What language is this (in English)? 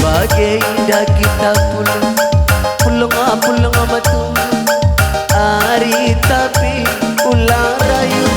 Batak Karo